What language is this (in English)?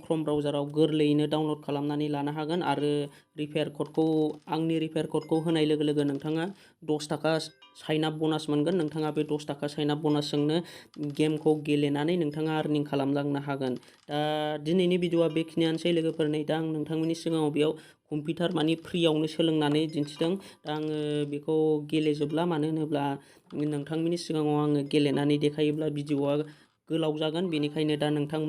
Bodo